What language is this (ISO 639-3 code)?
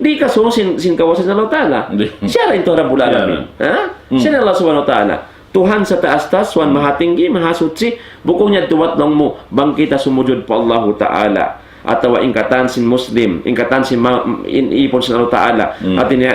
tsg